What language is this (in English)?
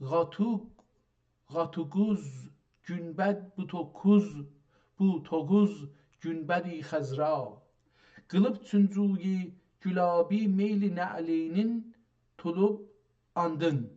South Azerbaijani